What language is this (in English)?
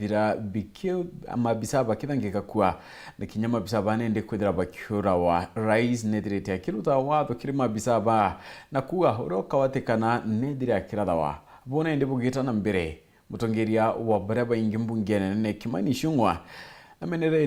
Meru